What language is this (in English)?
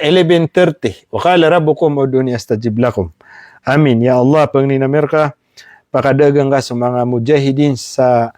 Maranao